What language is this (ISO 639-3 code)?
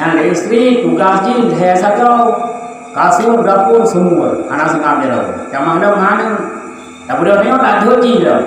ace